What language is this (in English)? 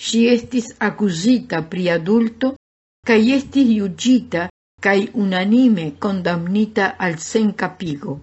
Esperanto